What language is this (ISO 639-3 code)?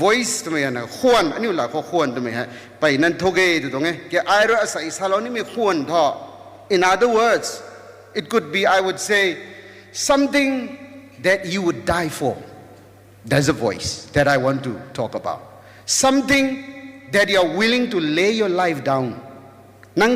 nbu